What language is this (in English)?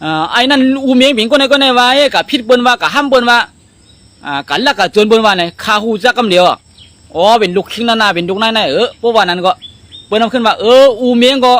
Shan